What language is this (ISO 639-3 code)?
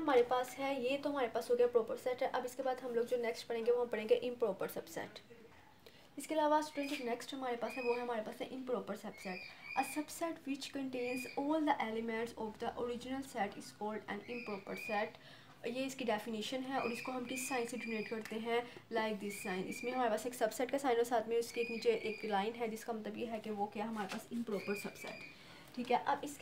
hin